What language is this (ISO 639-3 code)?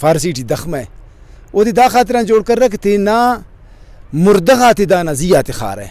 brh